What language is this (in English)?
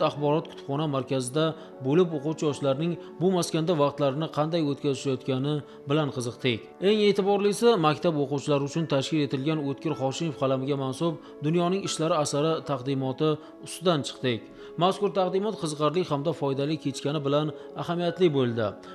Uzbek